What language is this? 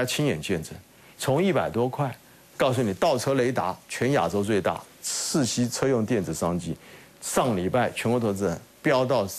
Chinese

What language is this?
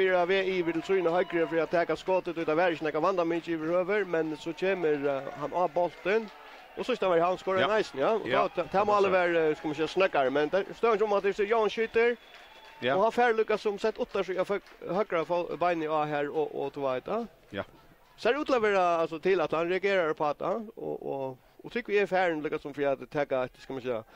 Faroese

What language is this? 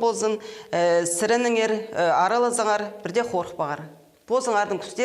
Khakas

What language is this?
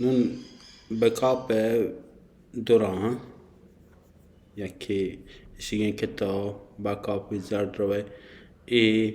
Baluchi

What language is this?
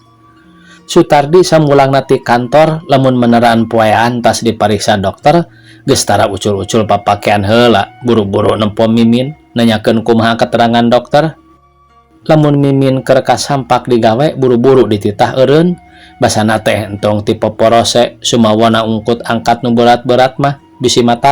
Sundanese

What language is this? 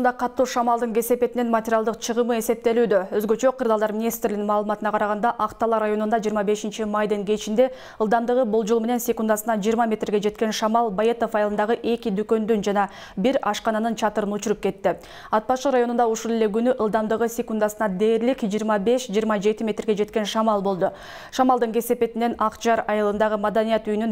Kyrgyz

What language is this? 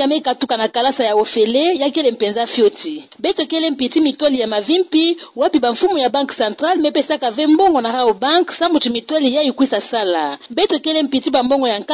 Kituba (Democratic Republic of Congo)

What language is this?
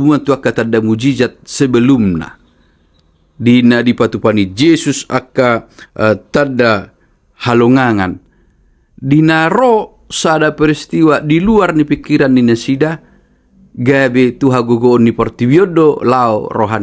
Batak Toba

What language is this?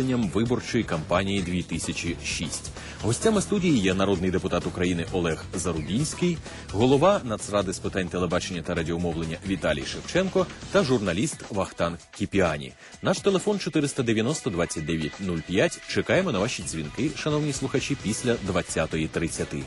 Ukrainian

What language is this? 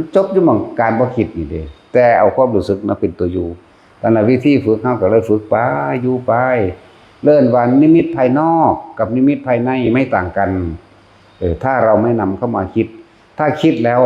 Northeastern Thai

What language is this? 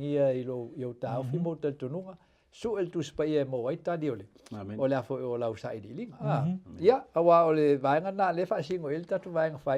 Samoan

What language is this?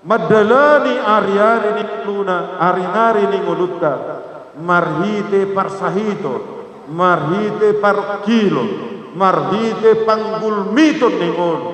Batak Toba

